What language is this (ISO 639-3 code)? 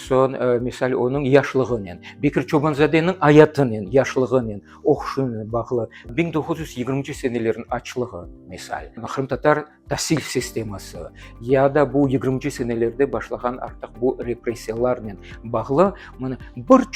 crh